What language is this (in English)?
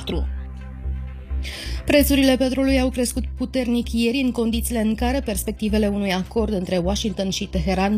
Romanian